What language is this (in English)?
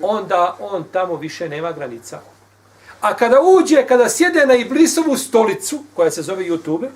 Bosnian